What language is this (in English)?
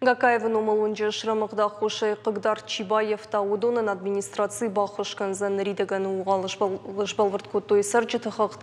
Ossetic